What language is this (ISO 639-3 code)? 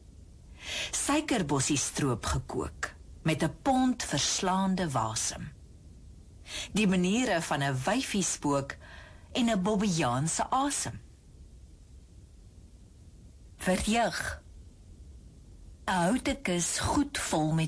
afr